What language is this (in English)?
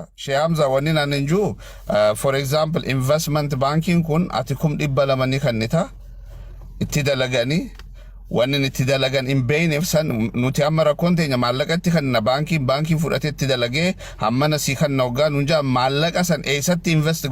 Oromo